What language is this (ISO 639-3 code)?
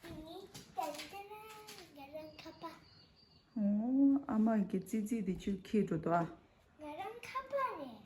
bod